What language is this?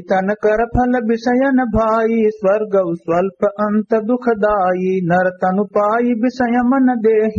Awadhi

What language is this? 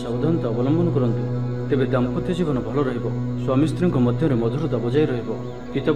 Odia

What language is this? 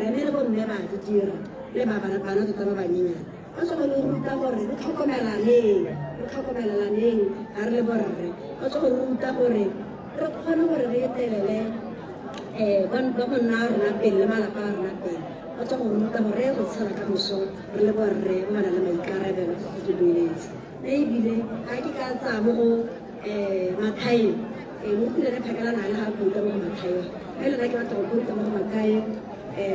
Tswana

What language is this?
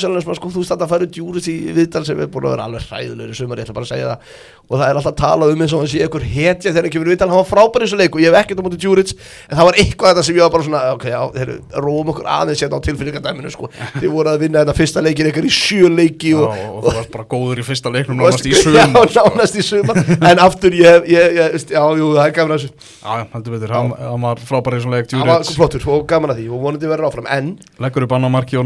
Icelandic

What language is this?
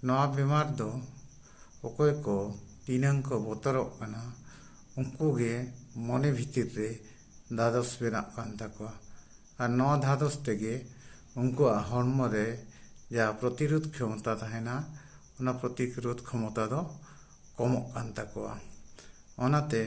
Santali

